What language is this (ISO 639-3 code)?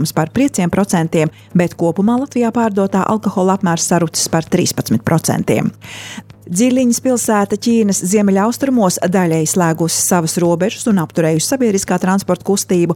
lav